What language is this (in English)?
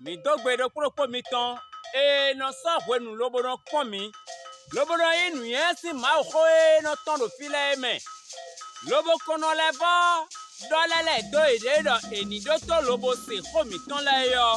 Fon